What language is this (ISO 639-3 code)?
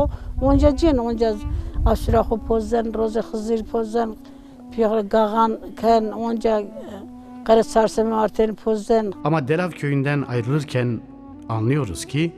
zza